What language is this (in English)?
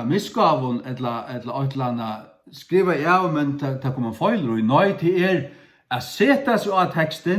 Faroese